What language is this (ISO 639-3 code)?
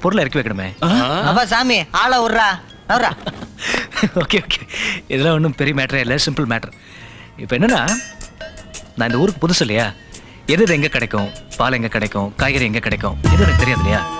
tam